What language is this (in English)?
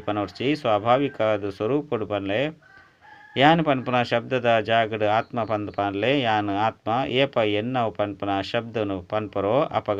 Tulu